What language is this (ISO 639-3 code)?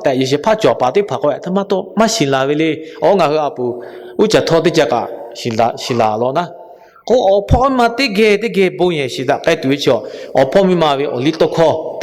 lhu